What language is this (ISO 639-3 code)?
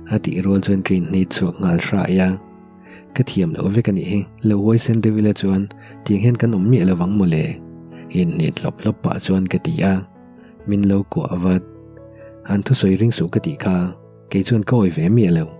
lus